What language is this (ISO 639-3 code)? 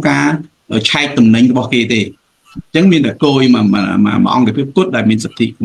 khm